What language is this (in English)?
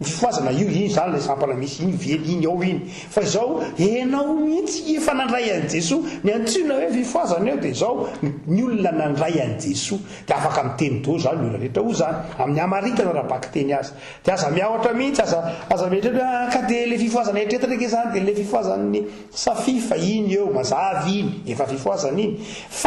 Malagasy